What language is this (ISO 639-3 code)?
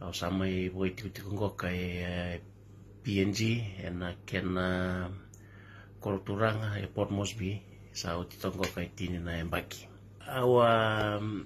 fij